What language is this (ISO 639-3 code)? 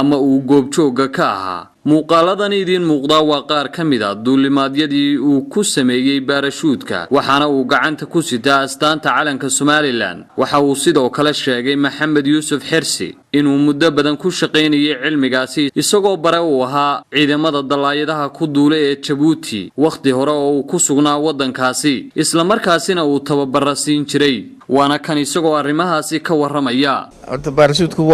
som